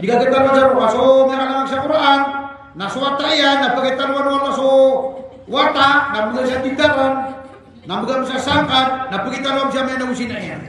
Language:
Maranao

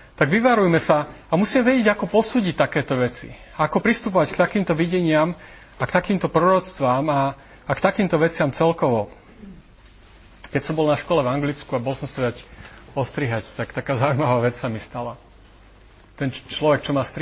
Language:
Slovak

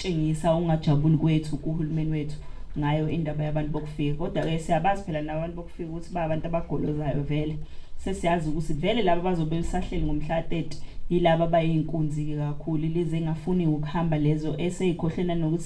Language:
Zulu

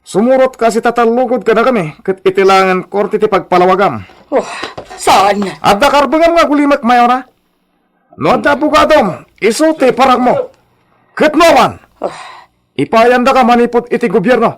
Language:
Iloko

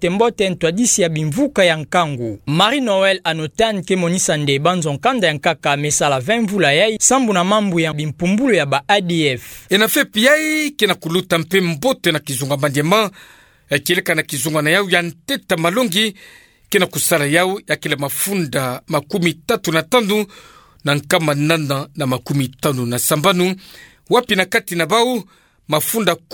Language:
Kituba (Democratic Republic of Congo)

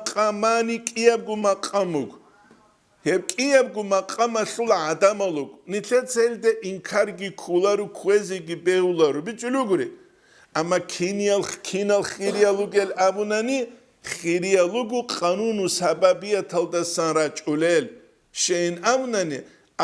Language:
Avaric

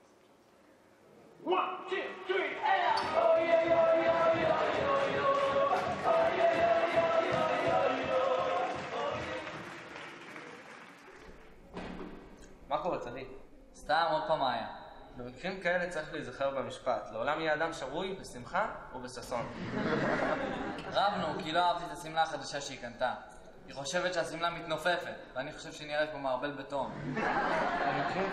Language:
Hebrew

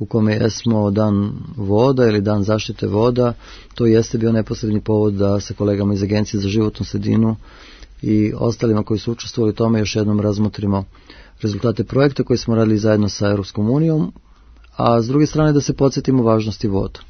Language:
Serbian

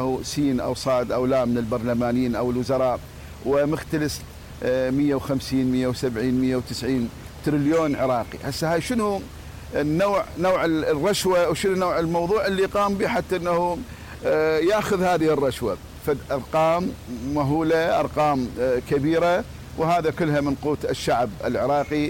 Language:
Mesopotamian Arabic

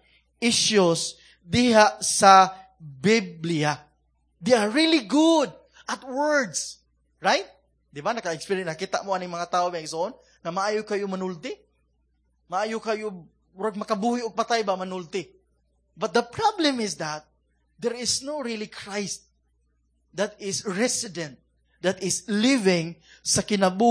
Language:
Cebuano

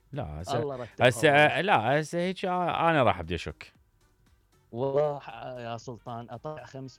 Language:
Mesopotamian Arabic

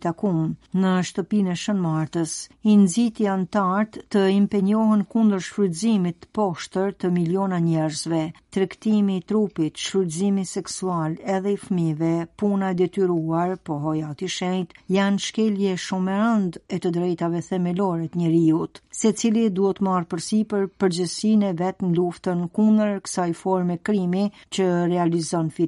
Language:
Albanian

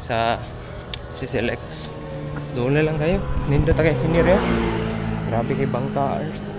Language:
Cebuano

